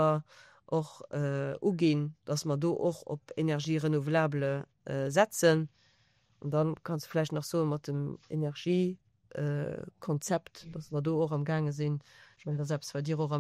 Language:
Luxembourgish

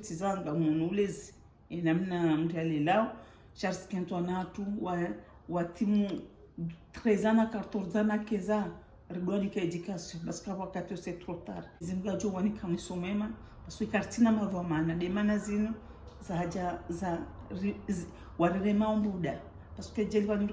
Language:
Ngazidja Comorian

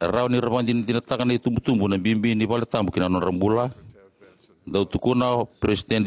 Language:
Fijian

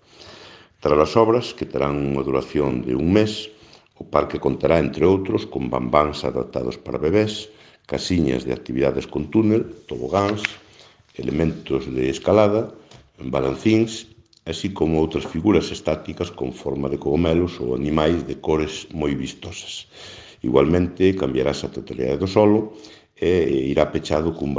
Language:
Galician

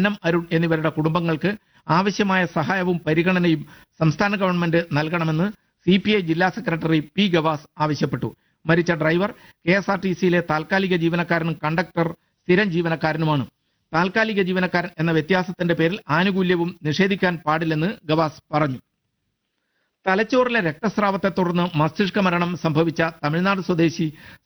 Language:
Malayalam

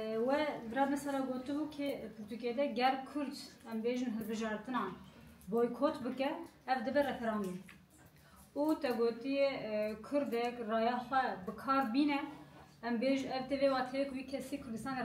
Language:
Kurdish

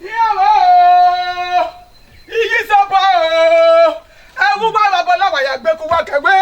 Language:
Bini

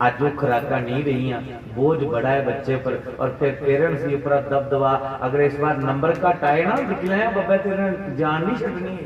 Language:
Dogri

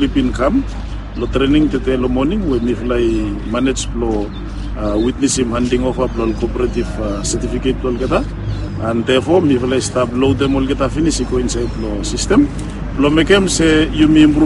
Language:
Bislama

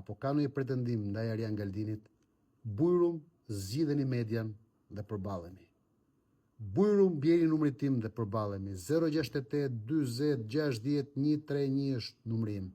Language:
Albanian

